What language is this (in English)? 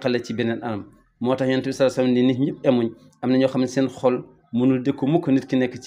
Wolof